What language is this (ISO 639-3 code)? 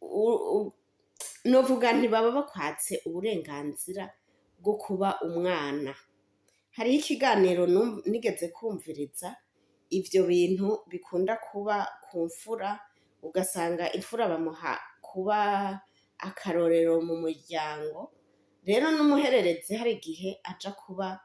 run